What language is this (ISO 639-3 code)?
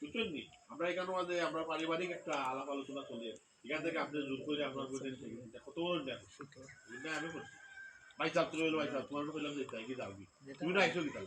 syl